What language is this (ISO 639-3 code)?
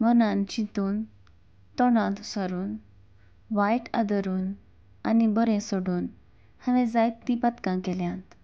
kok